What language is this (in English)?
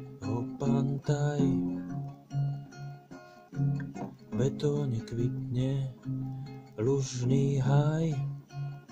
Slovak